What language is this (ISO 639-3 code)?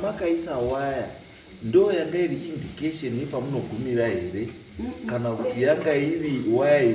sna